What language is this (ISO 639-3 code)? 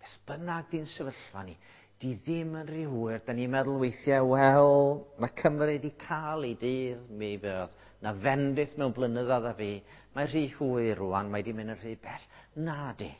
cym